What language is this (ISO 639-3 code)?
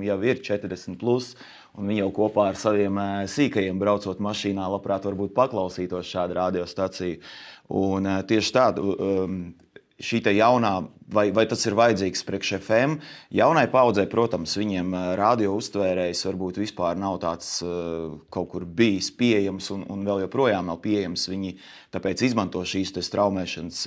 lav